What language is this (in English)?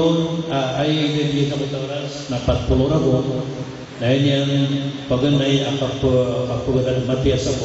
Maranao